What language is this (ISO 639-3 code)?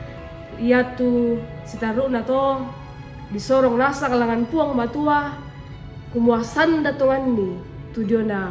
sda